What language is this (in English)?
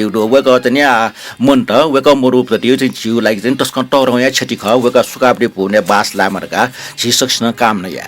Newari